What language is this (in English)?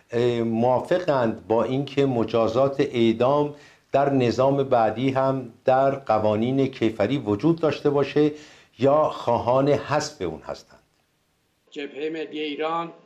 Persian